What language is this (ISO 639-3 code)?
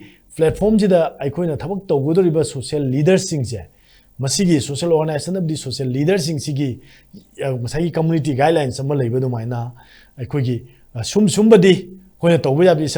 mni